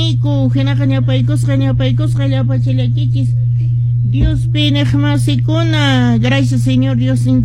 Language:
Quechua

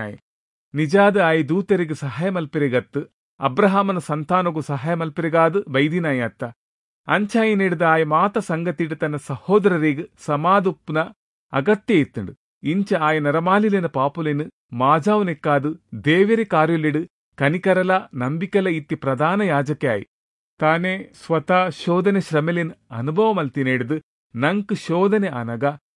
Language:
Tulu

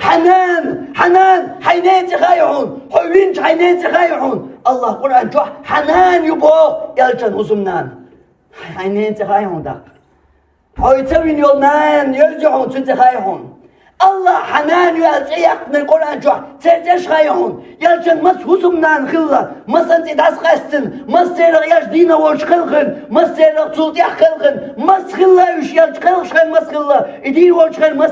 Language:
Chechen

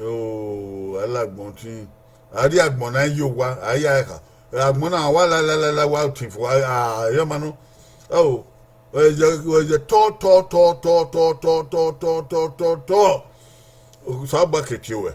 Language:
Bini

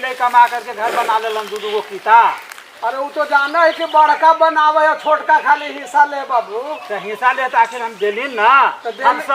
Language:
Magahi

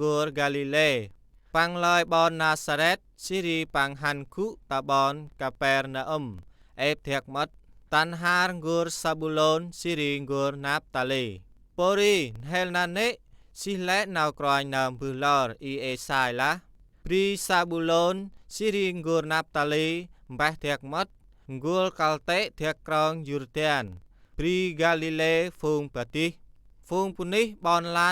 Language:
Central Mnong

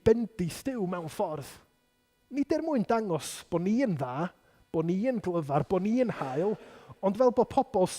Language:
Welsh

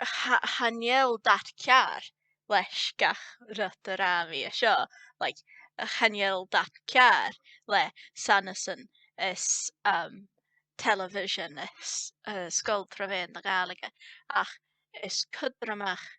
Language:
Scottish Gaelic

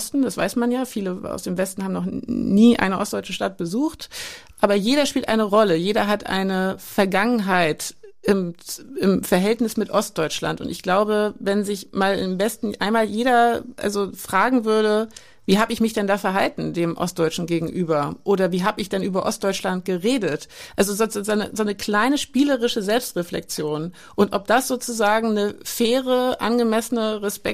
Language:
German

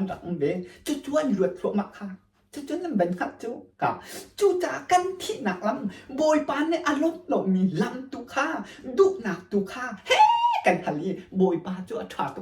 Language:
Hakha Chin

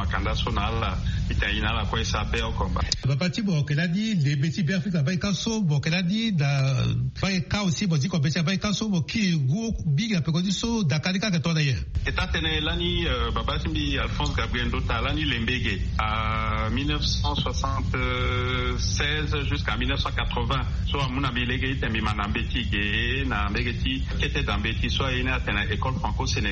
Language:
Sango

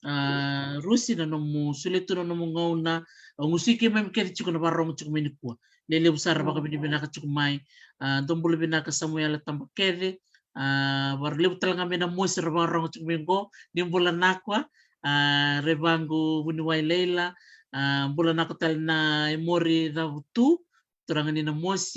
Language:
Fijian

